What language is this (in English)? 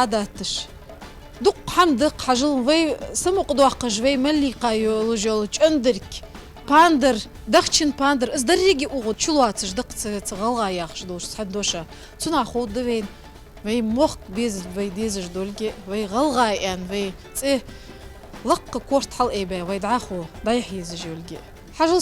Ingush